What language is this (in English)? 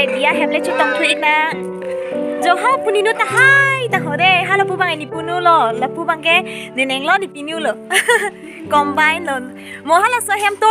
Karbi